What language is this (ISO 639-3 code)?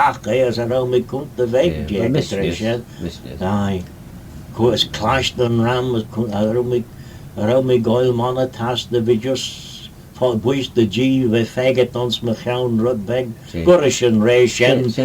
glv